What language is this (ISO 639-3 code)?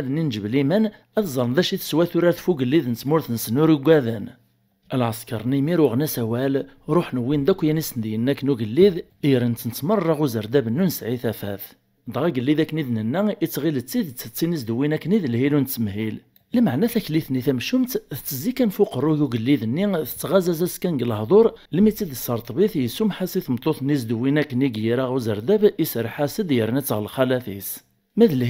kab